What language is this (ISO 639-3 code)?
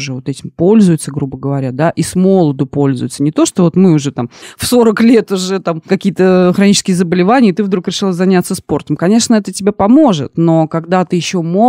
rus